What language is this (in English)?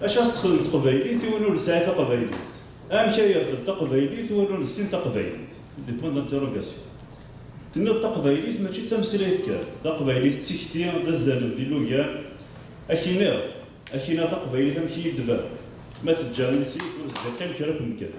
Kabyle